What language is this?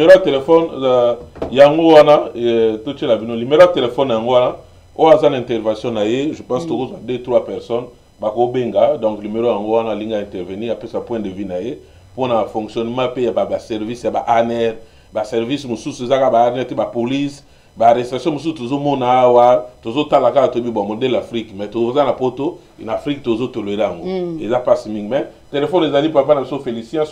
Lingala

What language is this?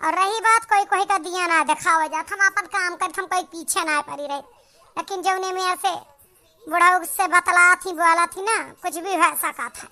Awadhi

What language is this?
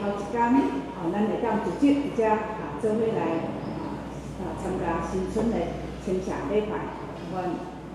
Min Nan Chinese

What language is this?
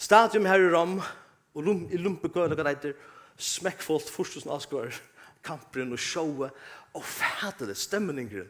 Faroese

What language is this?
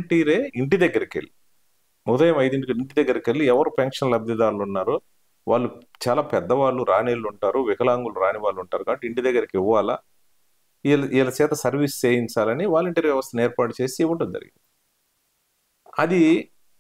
Telugu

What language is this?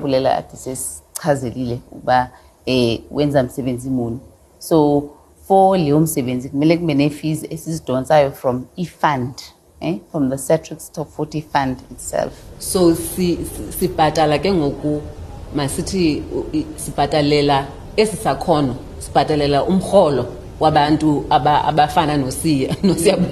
Xhosa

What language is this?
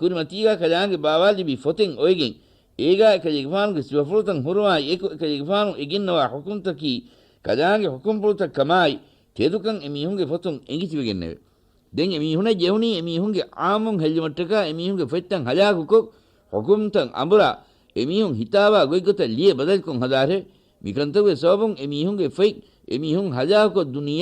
Divehi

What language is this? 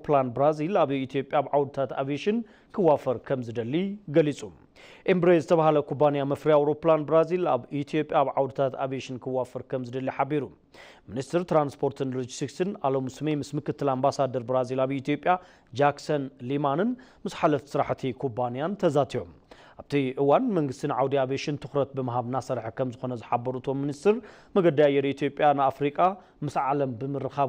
Tigrinya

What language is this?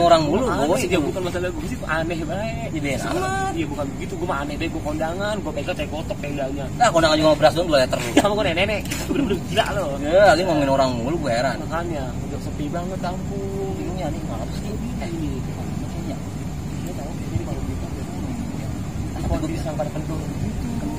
Betawi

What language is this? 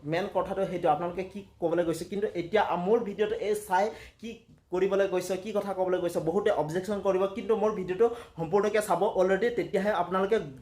Assamese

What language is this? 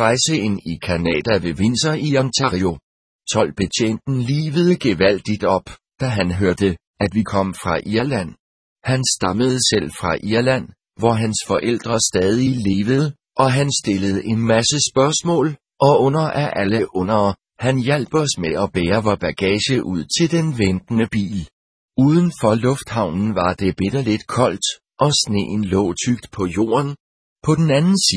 Danish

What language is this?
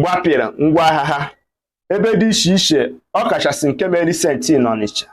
Igbo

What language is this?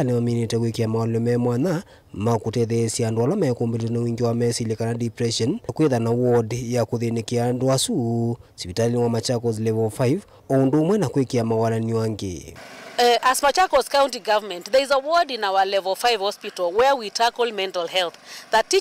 Kamba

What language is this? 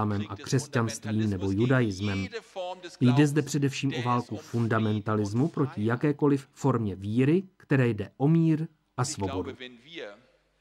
Czech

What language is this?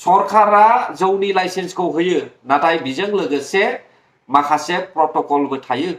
Bodo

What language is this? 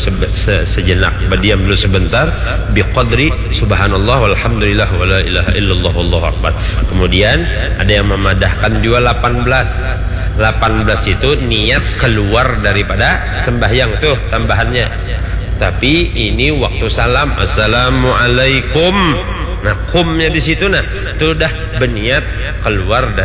Banjar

